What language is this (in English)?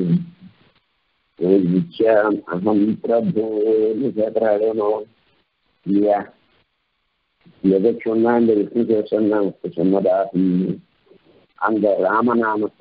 Tamil